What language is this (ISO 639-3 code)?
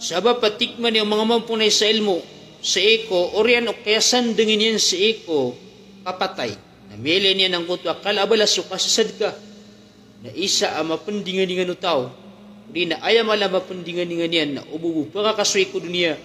mrw